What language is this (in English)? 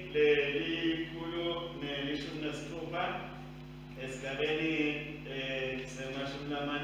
Swati